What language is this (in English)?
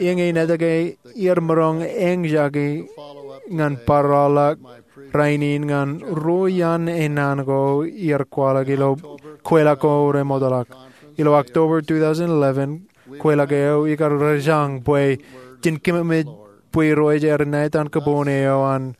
Marshallese